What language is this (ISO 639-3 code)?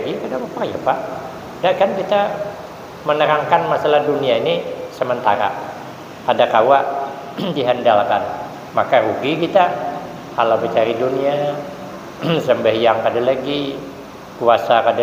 bjn